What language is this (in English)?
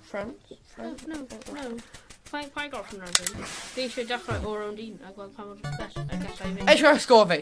Welsh